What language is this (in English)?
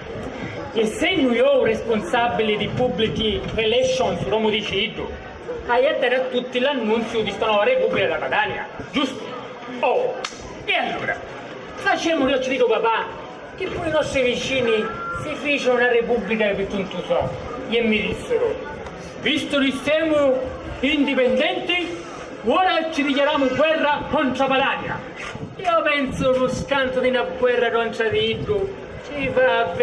Sicilian